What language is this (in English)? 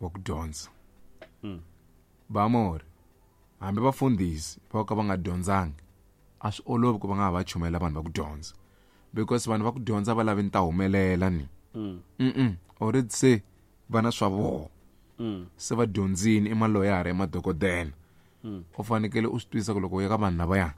Tsonga